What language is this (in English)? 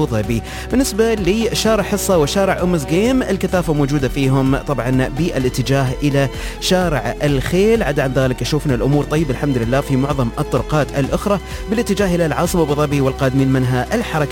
Arabic